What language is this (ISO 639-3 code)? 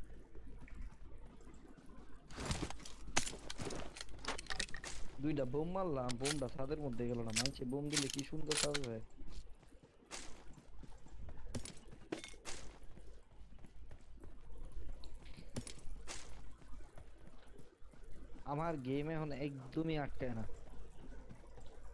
ben